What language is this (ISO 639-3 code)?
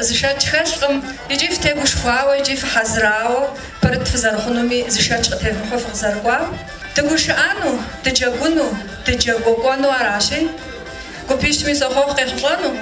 kbd